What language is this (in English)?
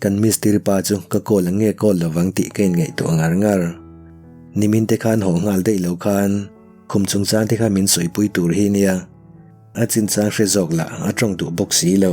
Mizo